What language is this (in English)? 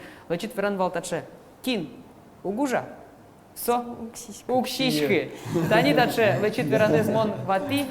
Udmurt